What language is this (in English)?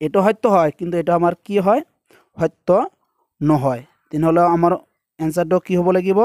Assamese